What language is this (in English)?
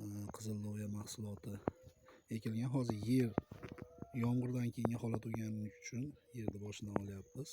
Uzbek